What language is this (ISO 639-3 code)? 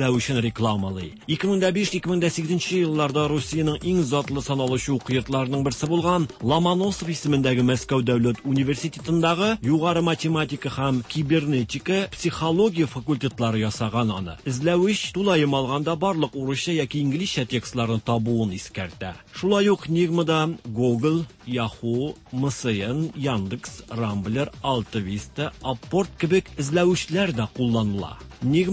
tat